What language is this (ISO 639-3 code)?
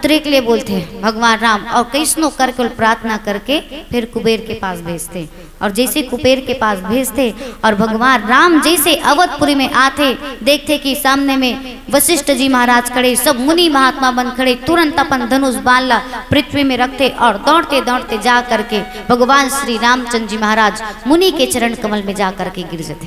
hne